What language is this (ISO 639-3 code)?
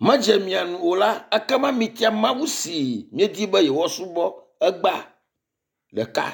ewe